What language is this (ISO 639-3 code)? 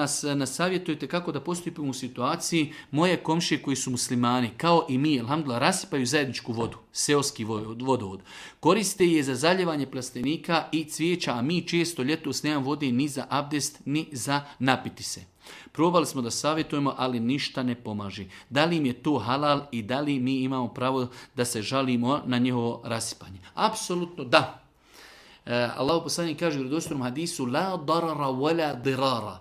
bos